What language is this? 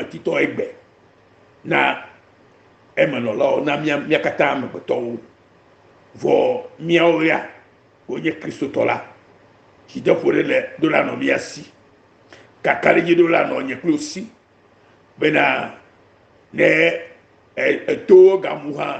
Ewe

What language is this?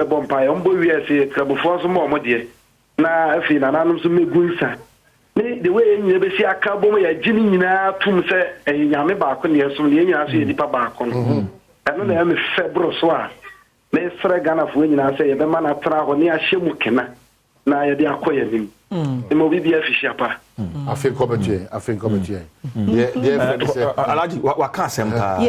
Akan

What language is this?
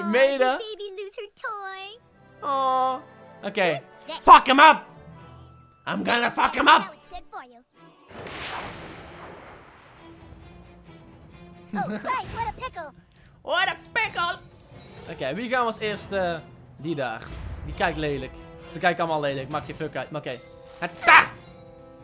Dutch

